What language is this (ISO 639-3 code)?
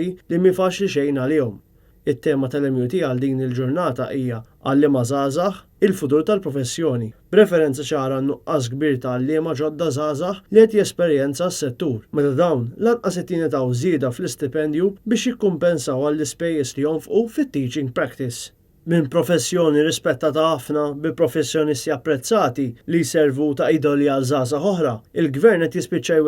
mlt